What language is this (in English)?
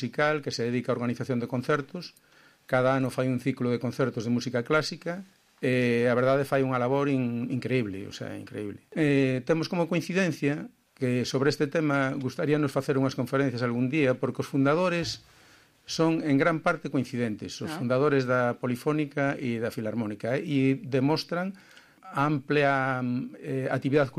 Galician